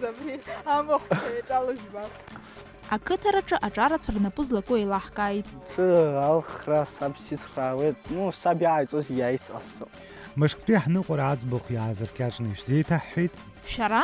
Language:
Abkhazian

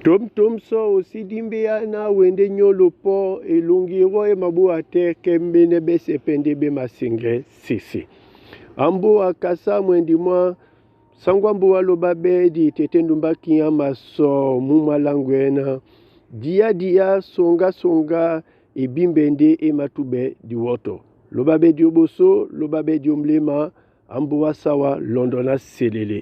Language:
Duala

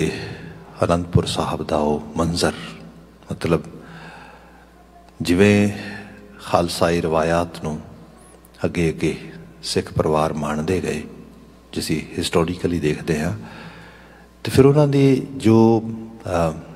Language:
Punjabi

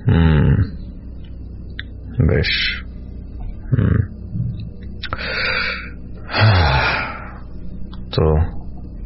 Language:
Bangla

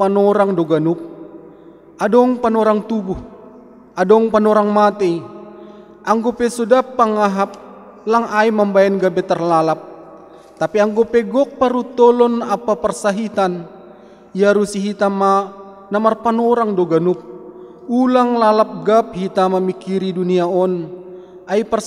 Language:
Batak Simalungun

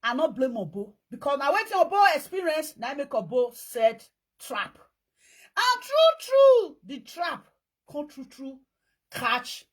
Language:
Nigerian Pidgin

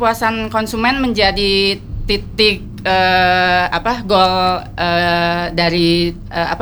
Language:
Indonesian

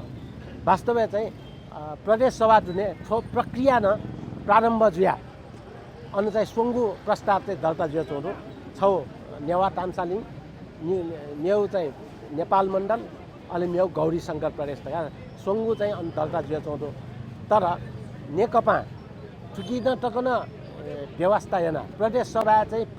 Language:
Newari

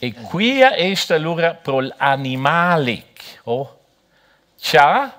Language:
Romansh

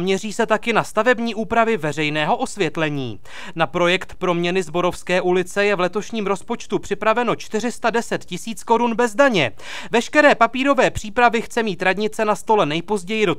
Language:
Czech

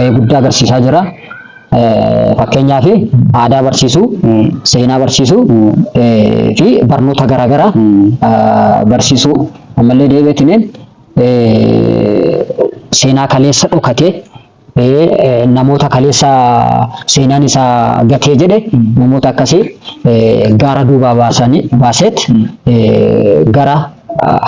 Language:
Oromo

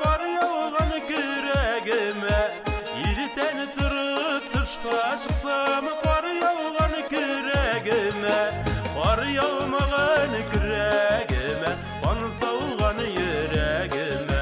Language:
Tatar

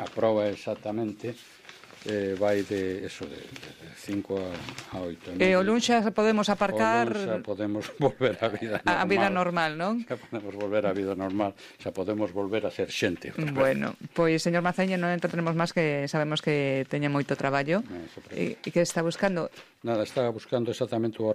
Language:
Galician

